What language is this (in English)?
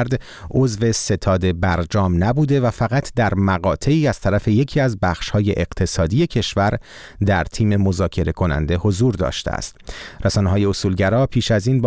Persian